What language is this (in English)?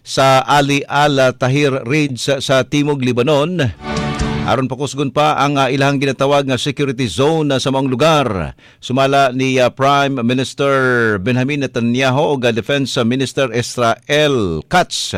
Cebuano